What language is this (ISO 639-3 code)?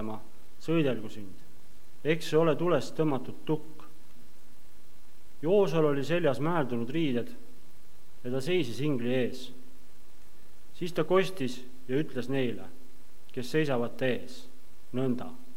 est